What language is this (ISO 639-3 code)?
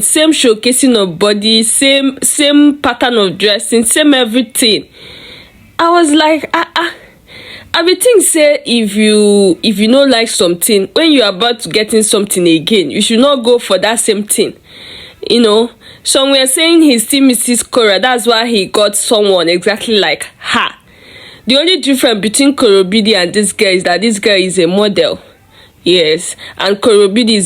pcm